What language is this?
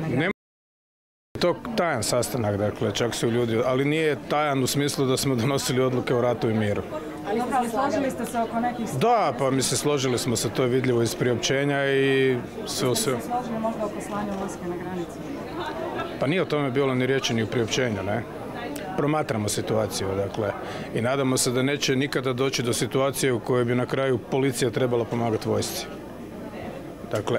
Croatian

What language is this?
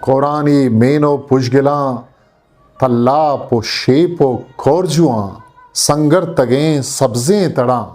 Eastern Balochi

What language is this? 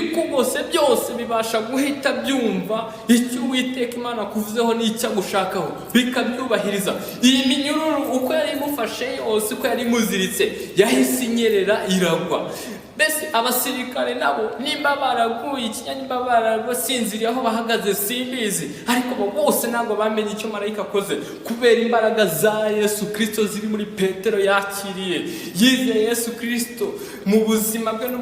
Kinyarwanda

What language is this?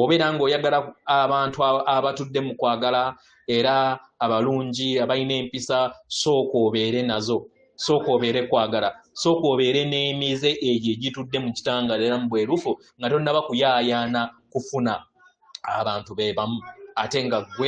Ganda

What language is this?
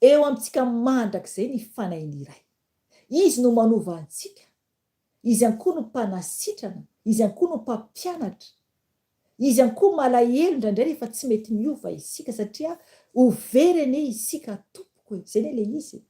Malagasy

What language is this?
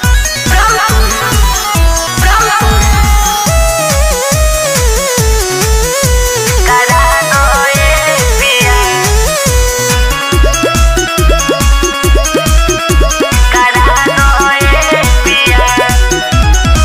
Bhojpuri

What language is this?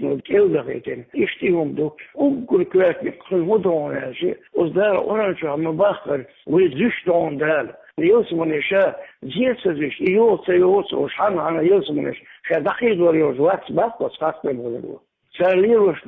Chechen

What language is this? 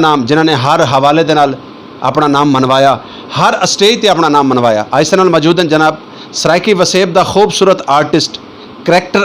Saraiki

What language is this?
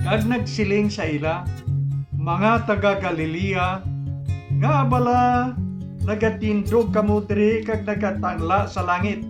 Hiligaynon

